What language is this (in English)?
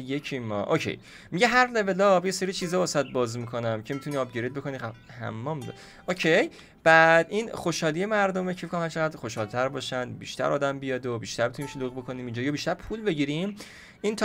Persian